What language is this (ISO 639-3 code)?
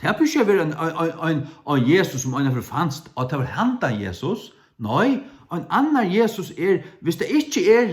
fao